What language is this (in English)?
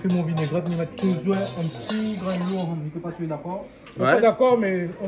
Réunion Creole French